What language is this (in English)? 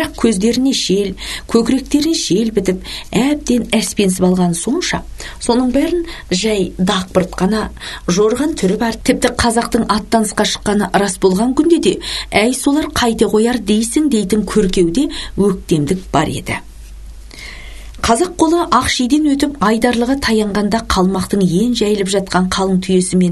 Kazakh